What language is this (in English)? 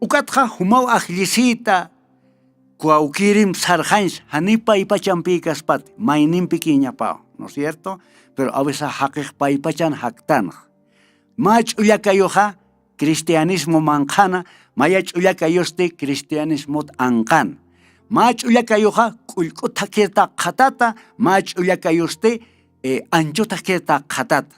Aymara